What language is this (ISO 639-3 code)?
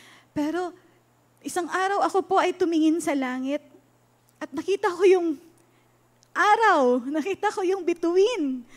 fil